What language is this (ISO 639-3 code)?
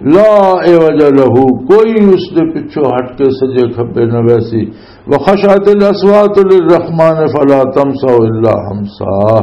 lah